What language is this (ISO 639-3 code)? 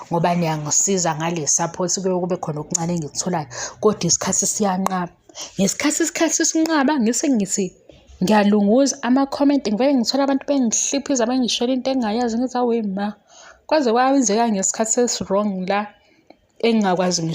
zul